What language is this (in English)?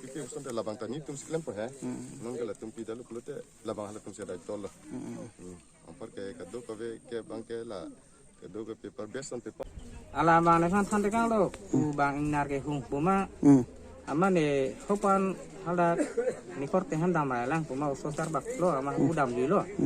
Karbi